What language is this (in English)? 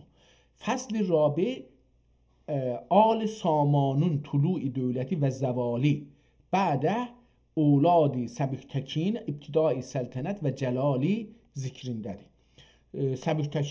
South Azerbaijani